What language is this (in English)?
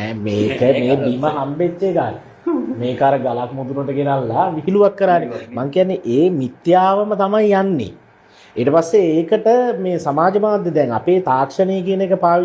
Sinhala